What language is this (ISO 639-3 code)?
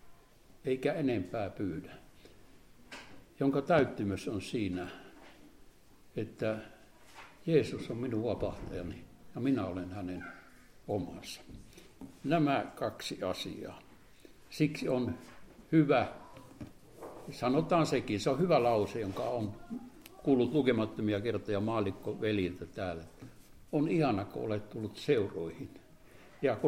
fin